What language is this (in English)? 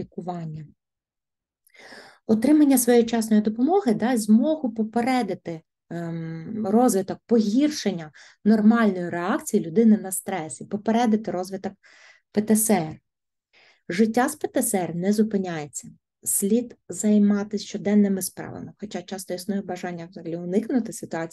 Ukrainian